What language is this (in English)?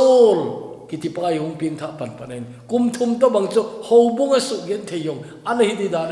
Thado Chin